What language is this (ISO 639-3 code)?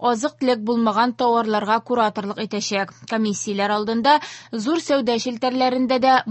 tat